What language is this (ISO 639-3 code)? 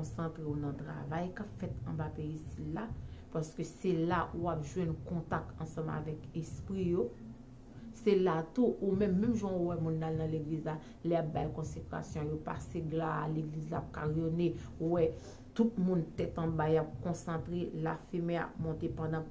hat